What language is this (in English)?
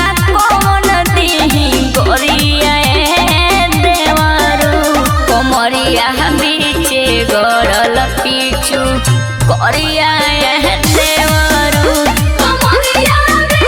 Bhojpuri